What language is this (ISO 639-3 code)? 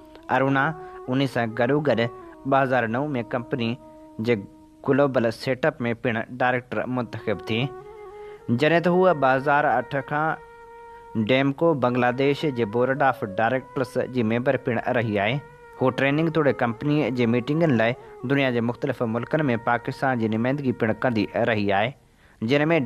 snd